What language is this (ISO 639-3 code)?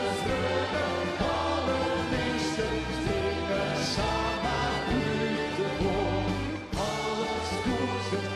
fry